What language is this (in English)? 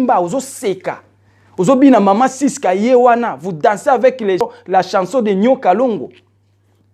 Lingala